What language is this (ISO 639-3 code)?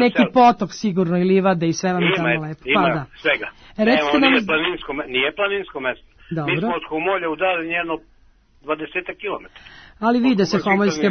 srp